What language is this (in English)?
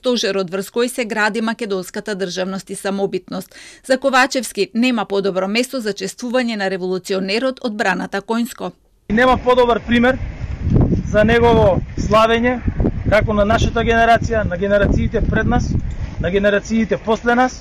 Macedonian